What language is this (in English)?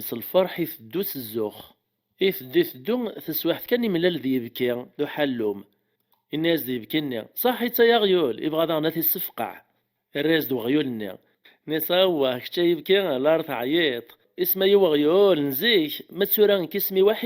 Kabyle